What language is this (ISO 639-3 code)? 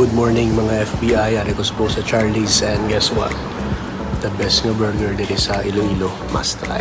hil